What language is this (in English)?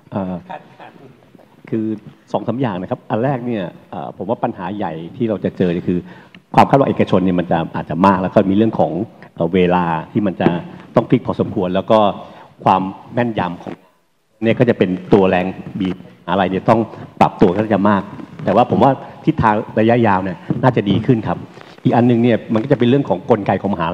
Thai